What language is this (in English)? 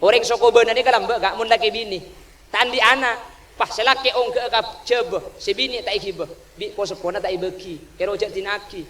Madurese